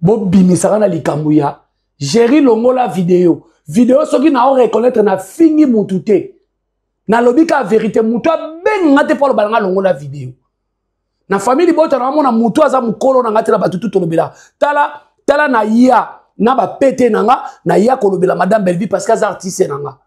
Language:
Lingala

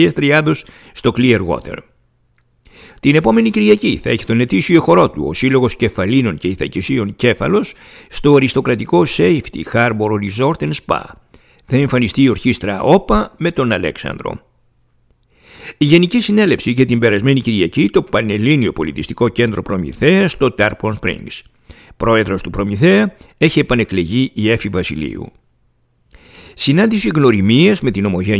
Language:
Greek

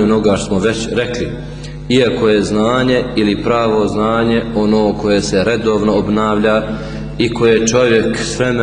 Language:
Bosnian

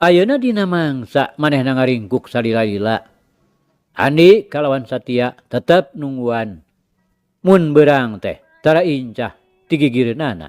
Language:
Sundanese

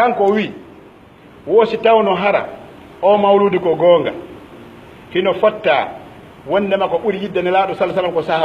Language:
Pular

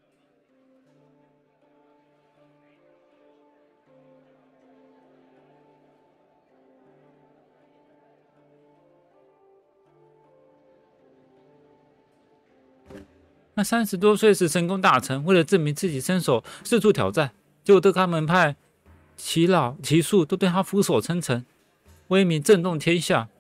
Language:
Chinese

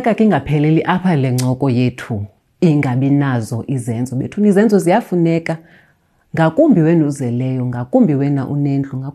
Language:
Xhosa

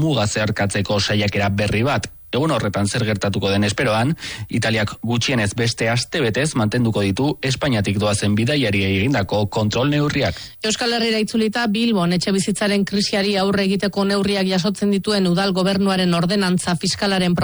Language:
Basque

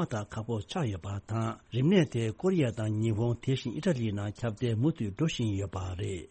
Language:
Tibetan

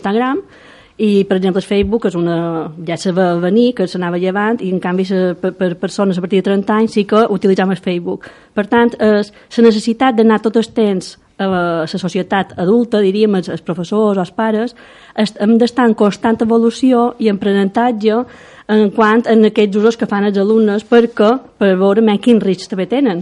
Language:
Catalan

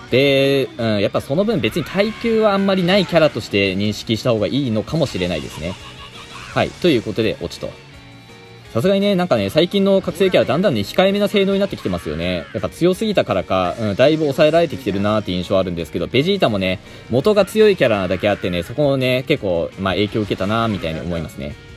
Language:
Japanese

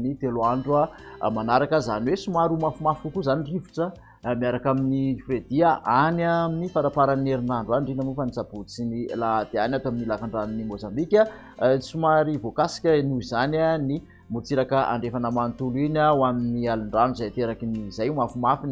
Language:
Malagasy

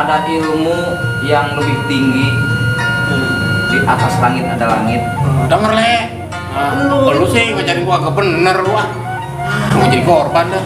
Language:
Betawi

